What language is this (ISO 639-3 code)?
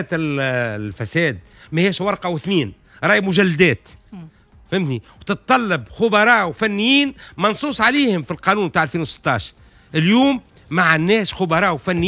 aeb